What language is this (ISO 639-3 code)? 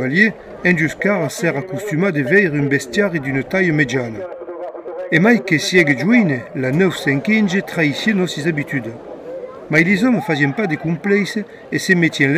oci